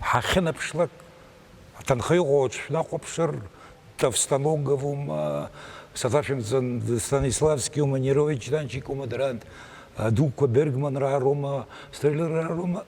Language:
Abkhazian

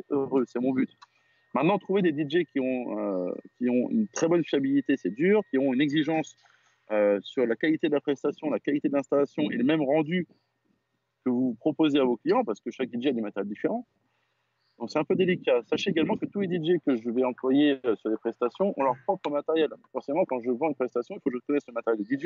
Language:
French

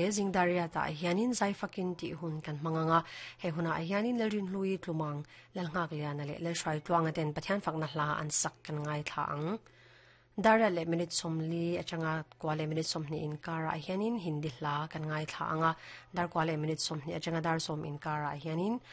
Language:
Mizo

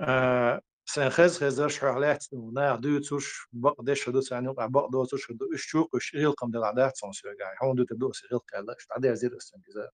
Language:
Chechen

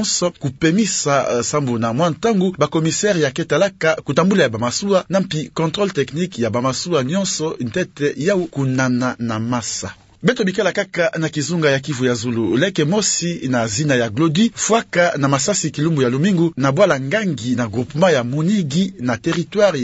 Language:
Kituba (Democratic Republic of Congo)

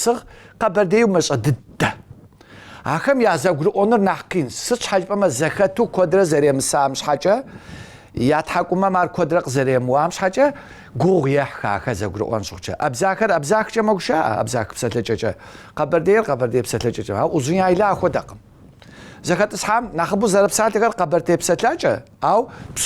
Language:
Kabardian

